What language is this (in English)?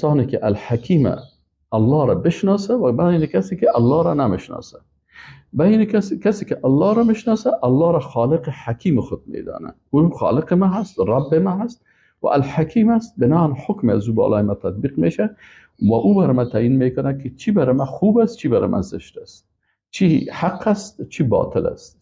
Persian